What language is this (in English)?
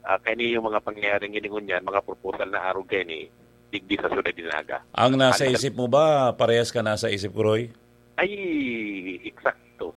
Bikol